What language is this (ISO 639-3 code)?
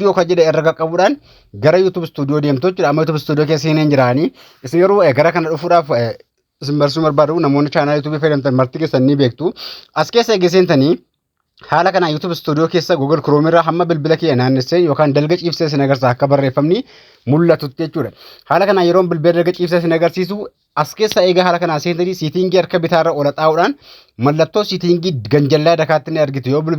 orm